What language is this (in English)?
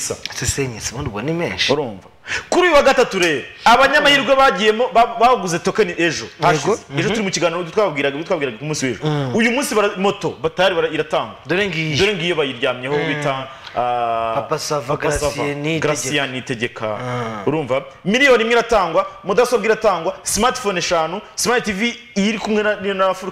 Kinyarwanda